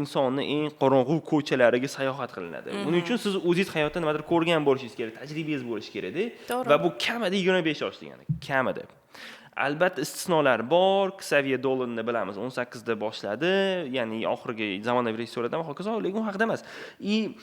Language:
Uzbek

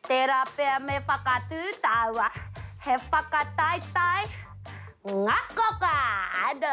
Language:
Māori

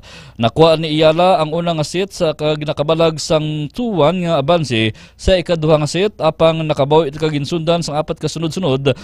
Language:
Hiligaynon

